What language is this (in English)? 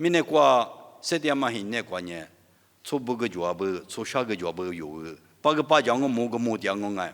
Lisu